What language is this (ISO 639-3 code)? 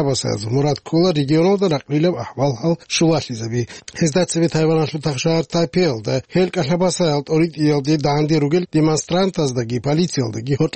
ava